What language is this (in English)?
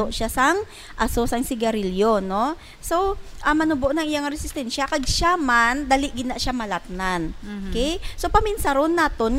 Hiligaynon